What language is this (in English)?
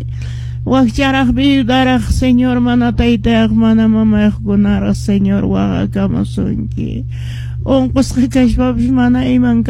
Quechua